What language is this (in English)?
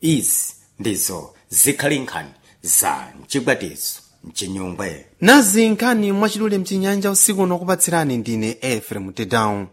Sena